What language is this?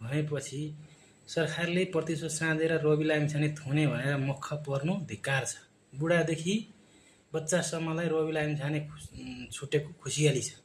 Nepali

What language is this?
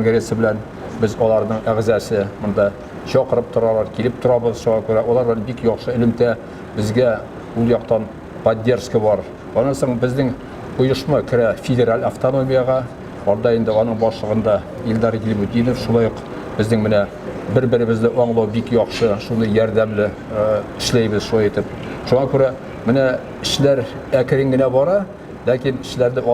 Tatar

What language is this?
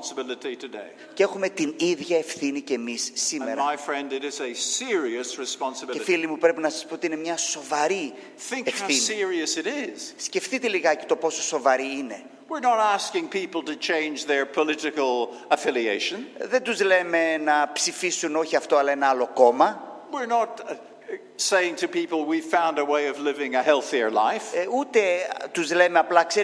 Greek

